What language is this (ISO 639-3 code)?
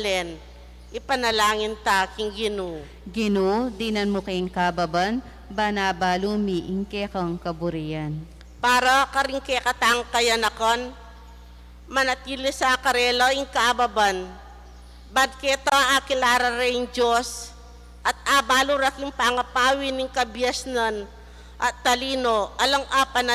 pam